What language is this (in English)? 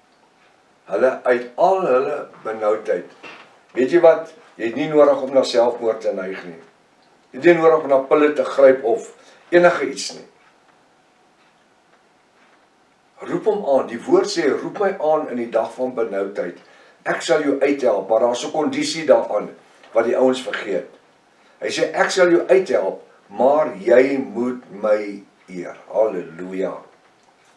Afrikaans